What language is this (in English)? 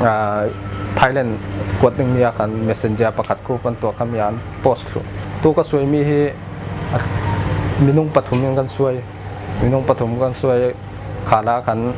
Falam Chin